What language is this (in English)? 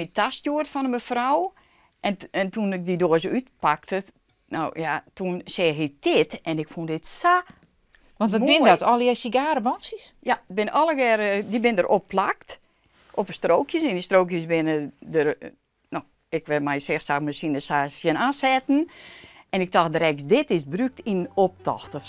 Western Frisian